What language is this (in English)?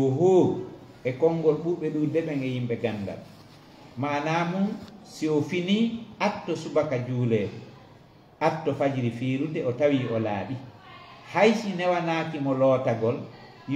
Fula